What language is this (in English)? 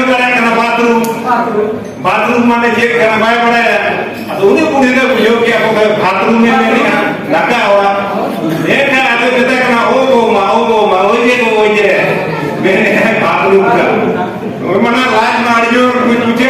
Santali